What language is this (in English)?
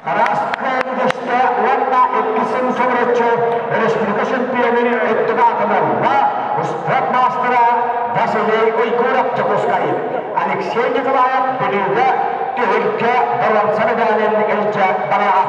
Yakut